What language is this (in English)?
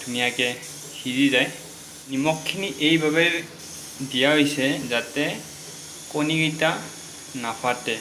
Assamese